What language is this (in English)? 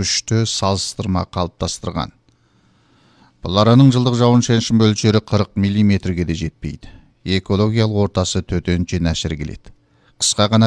Kazakh